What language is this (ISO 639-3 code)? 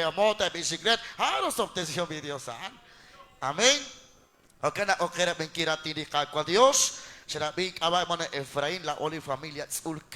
kek